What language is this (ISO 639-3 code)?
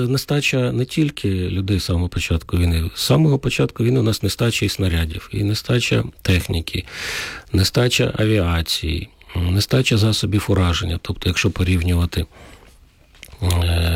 ukr